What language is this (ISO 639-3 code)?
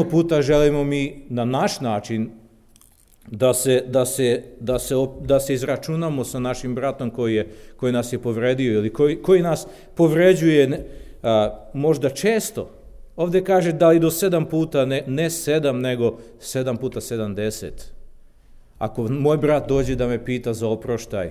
srp